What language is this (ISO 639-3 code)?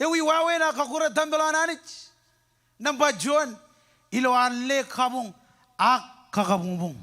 mah